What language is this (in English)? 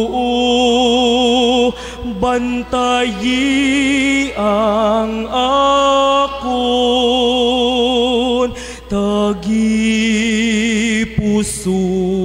Hiligaynon